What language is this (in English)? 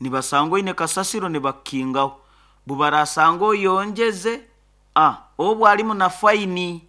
Nyoro